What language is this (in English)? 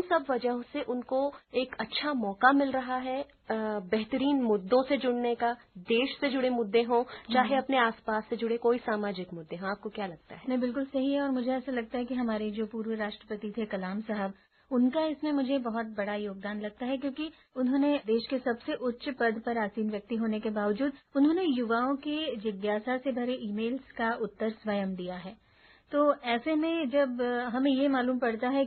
Hindi